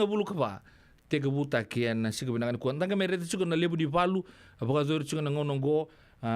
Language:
Fijian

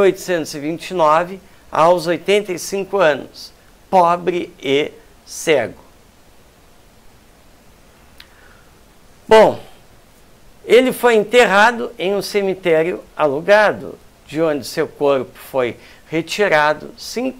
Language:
Portuguese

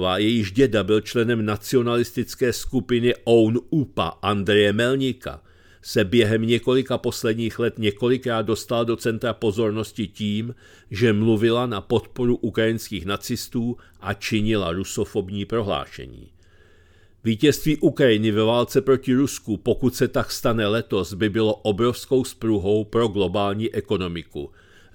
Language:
Czech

